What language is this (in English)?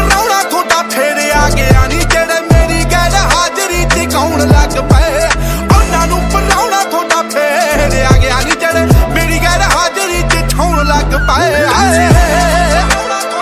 Punjabi